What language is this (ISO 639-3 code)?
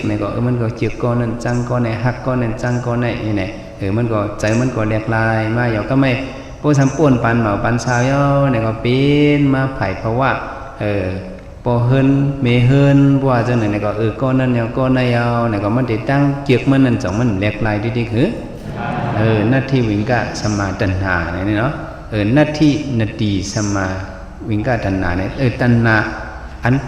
shn